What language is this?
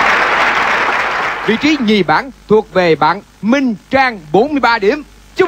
Vietnamese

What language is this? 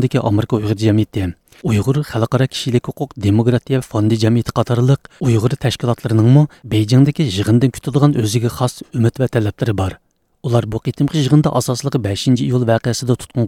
Uyghur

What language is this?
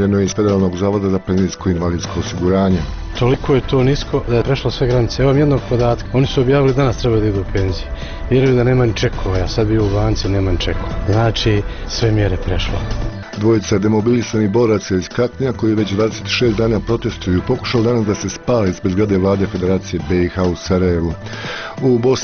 Bosnian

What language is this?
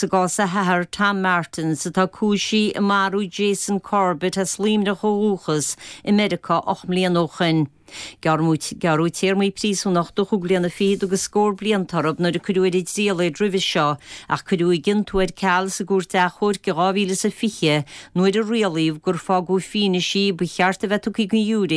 Irish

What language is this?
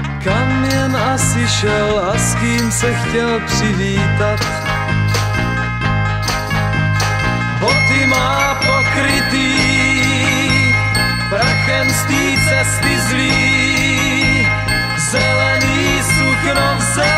Czech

